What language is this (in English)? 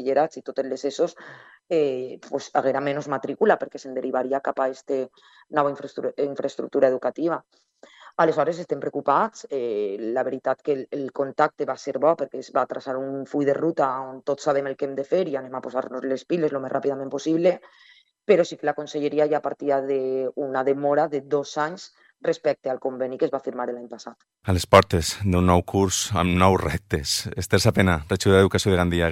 Catalan